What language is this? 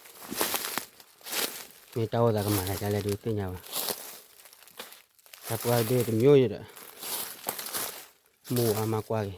S'gaw Karen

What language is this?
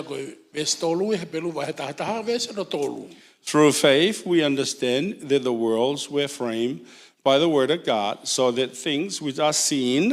Tongan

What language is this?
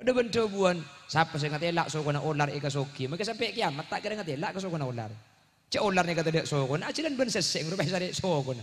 Madurese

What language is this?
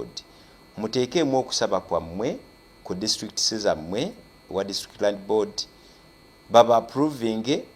Ganda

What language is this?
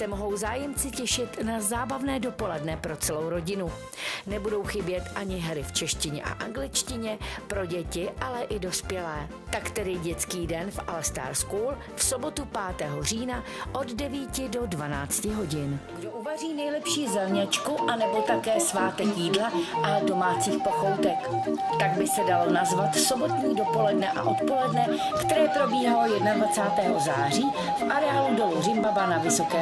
Czech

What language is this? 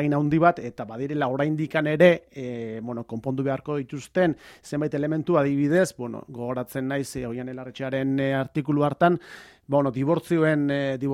Basque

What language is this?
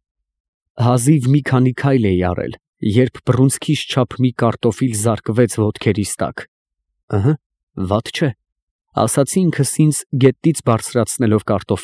Armenian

